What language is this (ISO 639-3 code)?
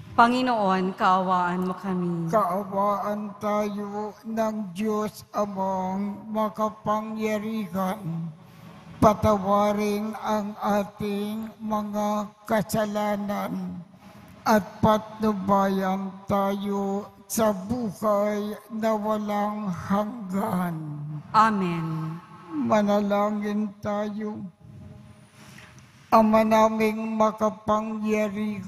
fil